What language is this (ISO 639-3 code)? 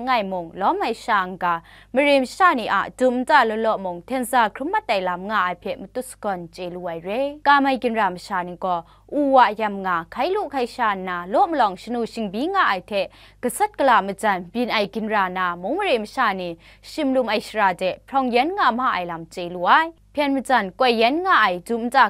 kac